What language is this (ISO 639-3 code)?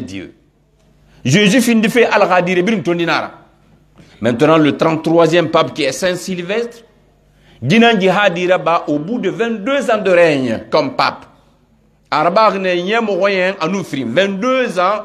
fuf